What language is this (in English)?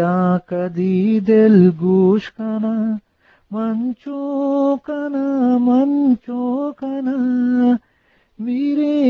Eastern Balochi